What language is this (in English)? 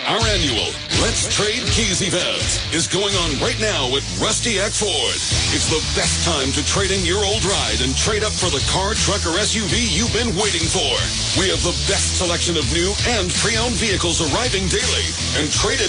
English